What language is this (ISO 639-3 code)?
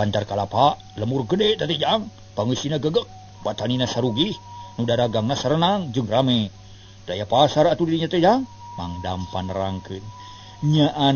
sun